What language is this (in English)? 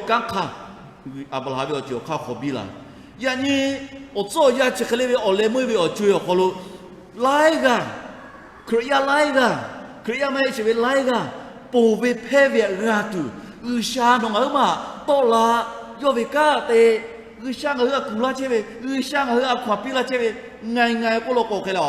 Lahu